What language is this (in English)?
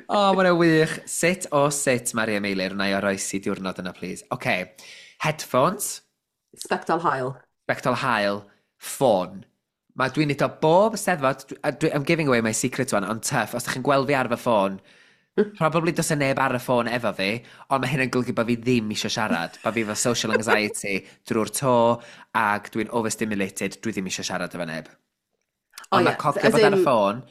Welsh